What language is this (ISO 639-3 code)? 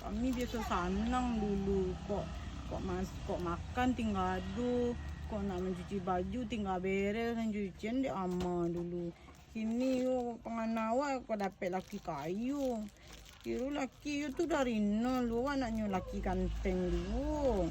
min